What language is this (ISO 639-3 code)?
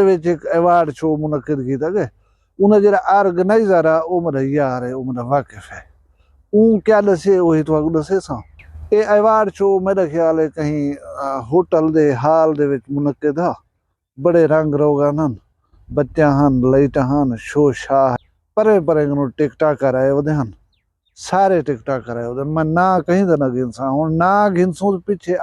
skr